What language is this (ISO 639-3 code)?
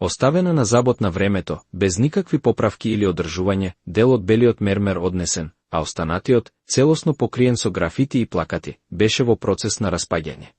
mkd